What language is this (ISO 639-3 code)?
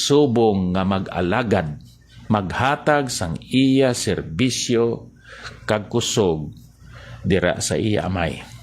hil